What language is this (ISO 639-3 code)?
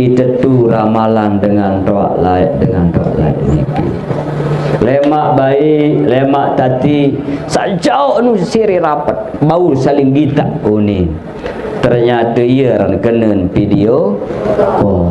sas